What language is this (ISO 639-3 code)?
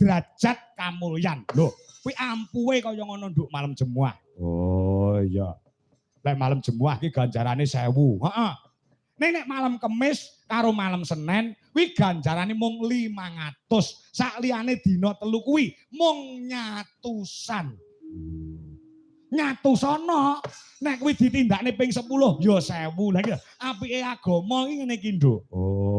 jav